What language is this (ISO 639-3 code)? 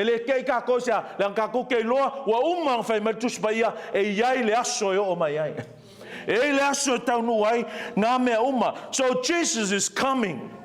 smo